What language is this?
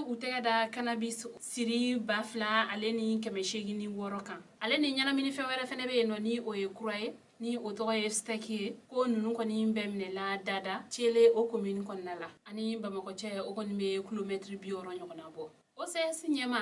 Bambara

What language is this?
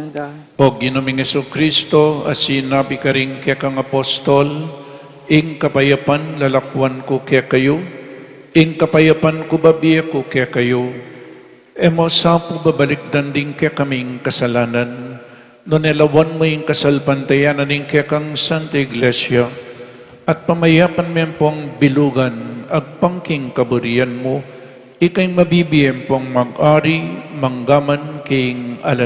Pampanga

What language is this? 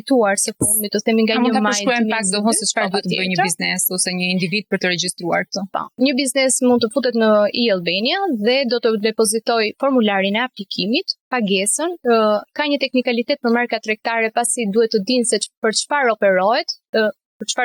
Albanian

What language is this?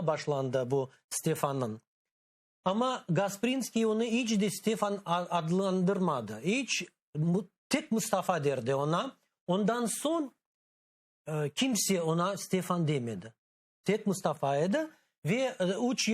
Crimean Tatar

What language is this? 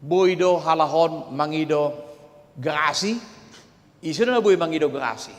Batak Toba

